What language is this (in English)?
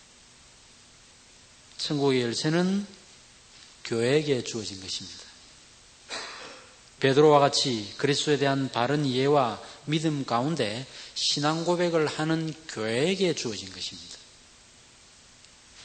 Korean